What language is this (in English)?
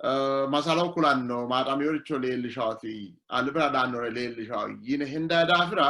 Sidamo